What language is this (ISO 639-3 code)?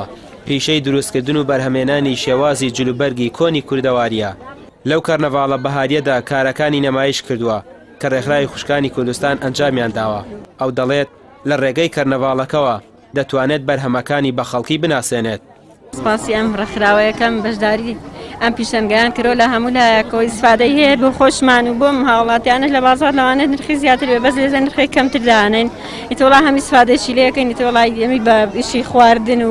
ckb